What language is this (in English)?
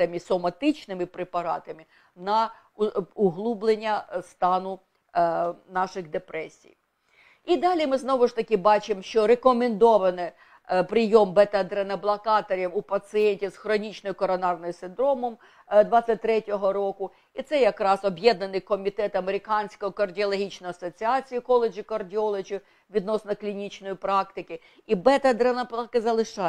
Ukrainian